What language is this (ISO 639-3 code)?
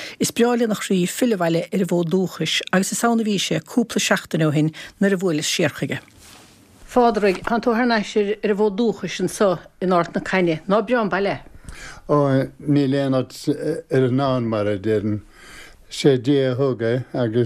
gle